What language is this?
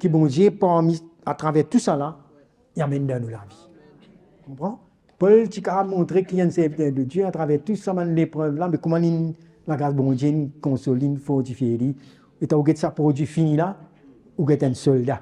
Morisyen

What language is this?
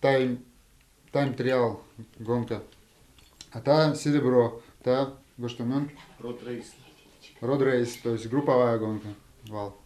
Udmurt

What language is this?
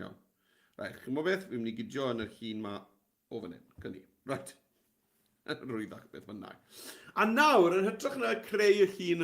Welsh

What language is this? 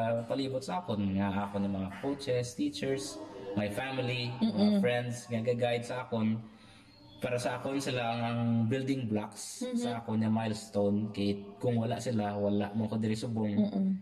Hiligaynon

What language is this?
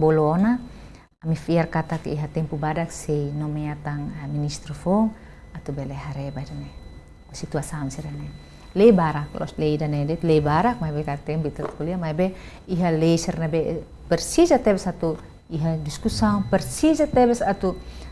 Tetum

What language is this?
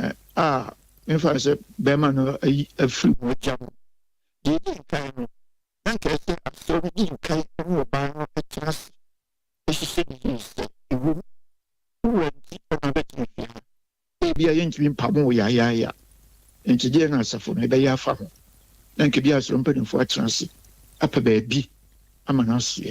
Akan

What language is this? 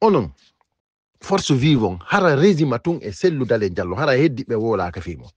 Fula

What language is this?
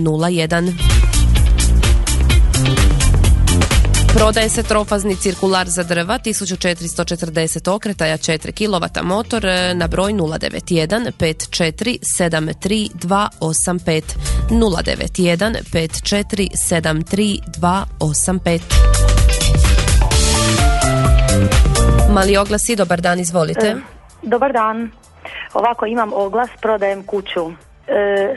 Croatian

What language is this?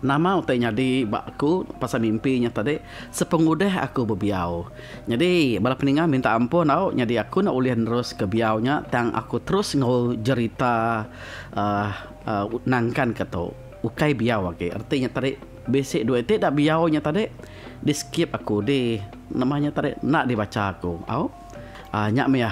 Iban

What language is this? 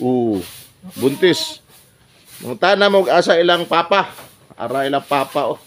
Cebuano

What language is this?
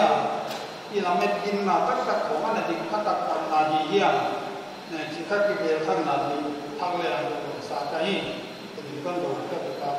Paite Chin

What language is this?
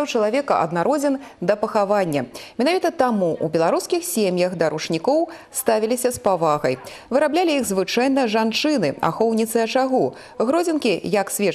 Belarusian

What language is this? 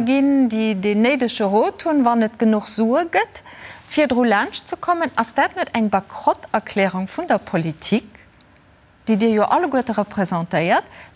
Luxembourgish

